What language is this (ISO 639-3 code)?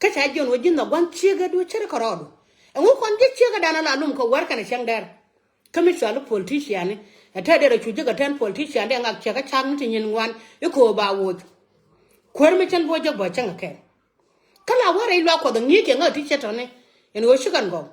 nus